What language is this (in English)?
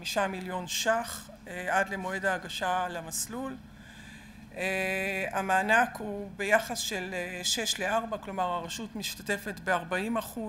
Hebrew